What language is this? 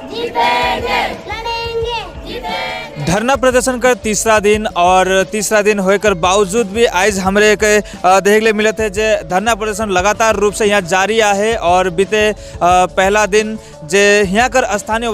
Sadri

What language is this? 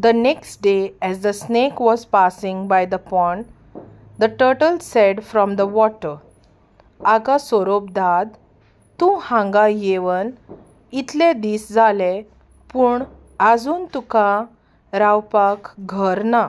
Konkani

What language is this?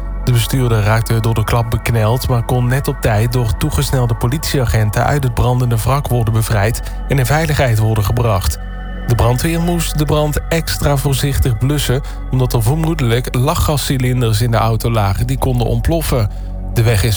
Dutch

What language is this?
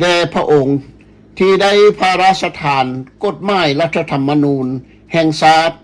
Lao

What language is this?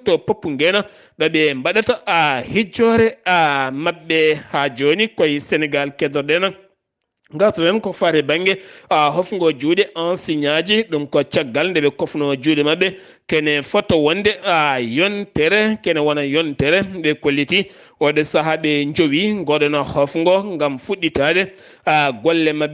Fula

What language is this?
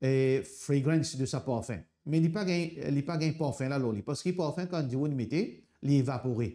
Morisyen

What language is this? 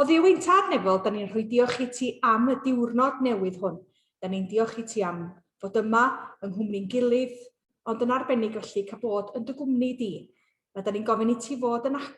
Welsh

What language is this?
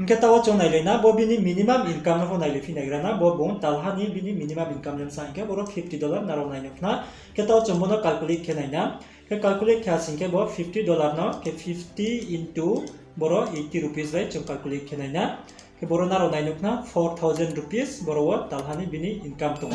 Riang (India)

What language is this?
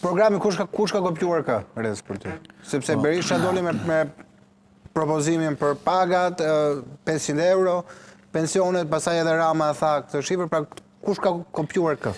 Albanian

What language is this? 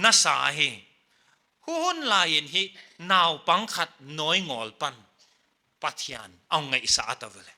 Paite Chin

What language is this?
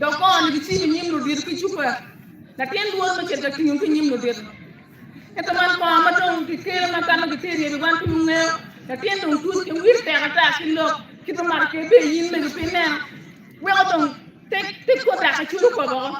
Acoli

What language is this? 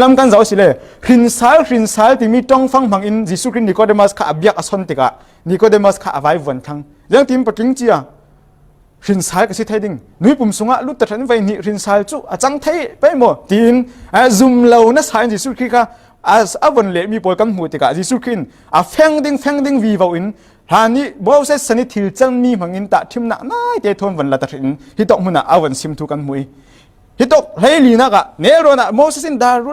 Falam Chin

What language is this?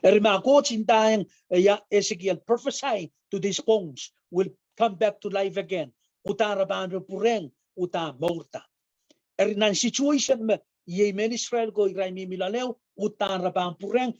Pohnpeian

